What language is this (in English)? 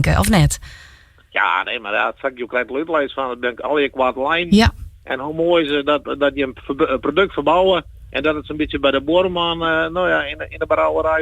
Western Frisian